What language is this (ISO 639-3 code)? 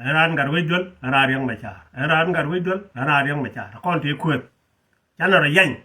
nus